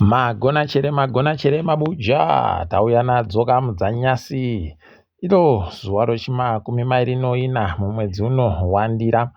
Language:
Ndau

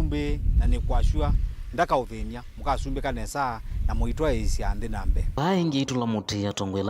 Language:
Kamba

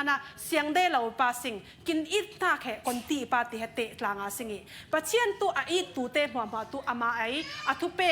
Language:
Falam Chin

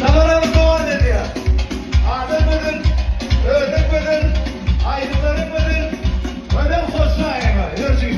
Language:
Turkmen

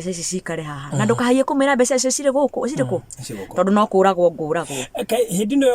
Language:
Kikuyu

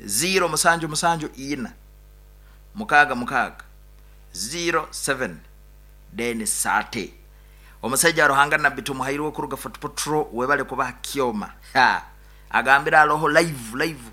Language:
Nyoro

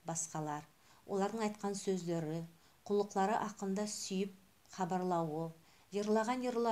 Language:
Nogai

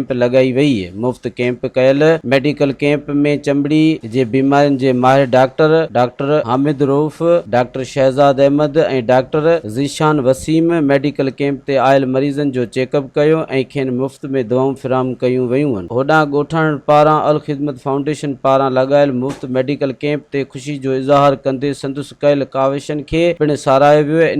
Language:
Sindhi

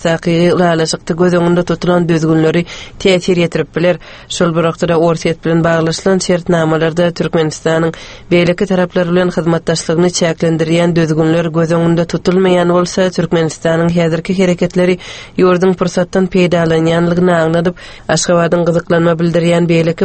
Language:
Turkmen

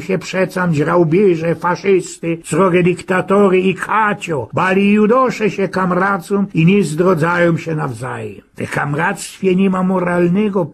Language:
Silesian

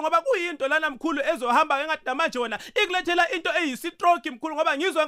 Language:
South Ndebele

